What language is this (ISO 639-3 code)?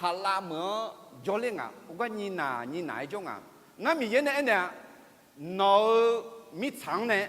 ahk